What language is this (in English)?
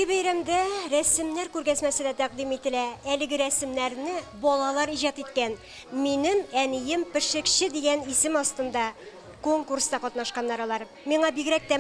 Tatar